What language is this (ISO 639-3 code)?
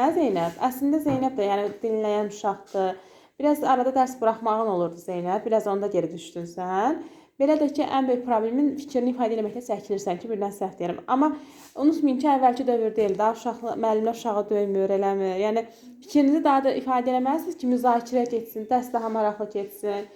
aze